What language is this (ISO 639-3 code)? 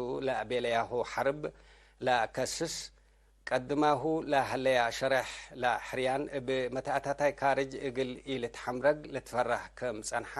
tig